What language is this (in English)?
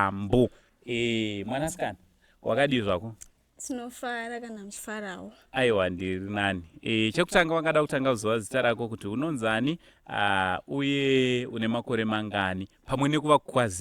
Shona